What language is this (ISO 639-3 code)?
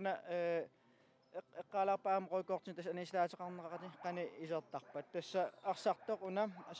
kal